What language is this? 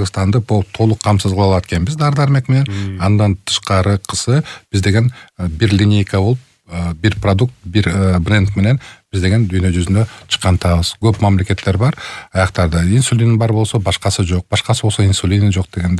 Kyrgyz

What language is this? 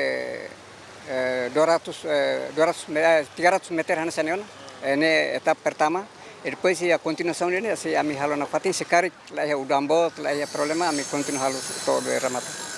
Tetum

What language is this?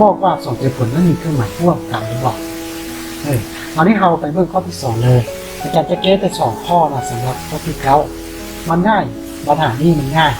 Lao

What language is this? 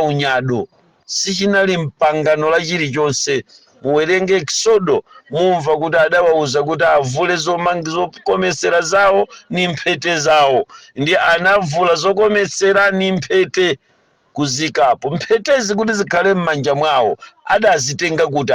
Nyanja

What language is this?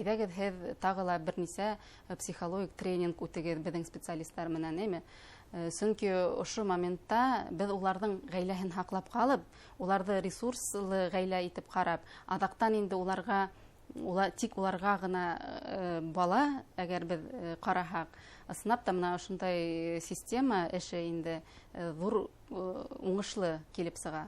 Bashkir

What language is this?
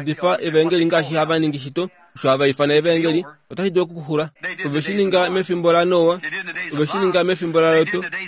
Kuanyama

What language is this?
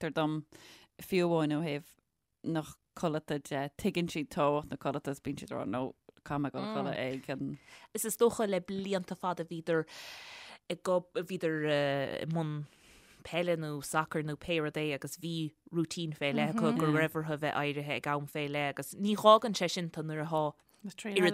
Irish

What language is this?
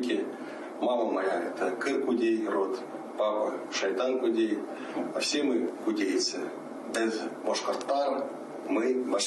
Bashkir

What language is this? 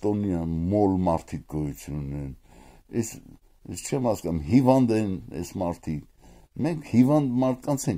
Armenian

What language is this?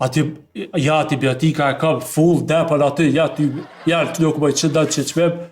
Albanian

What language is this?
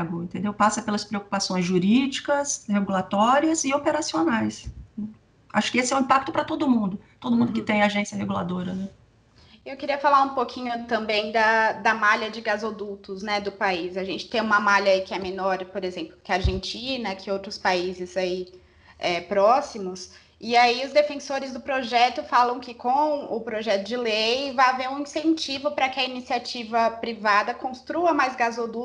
Portuguese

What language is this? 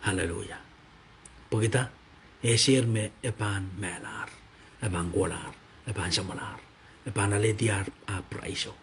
Pohnpeian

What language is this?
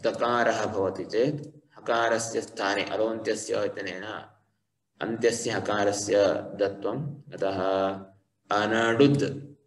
Sanskrit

